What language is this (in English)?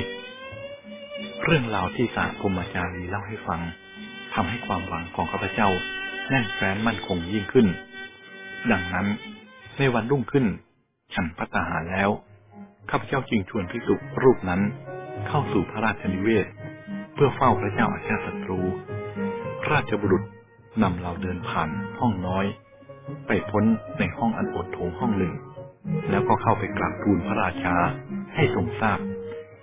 Thai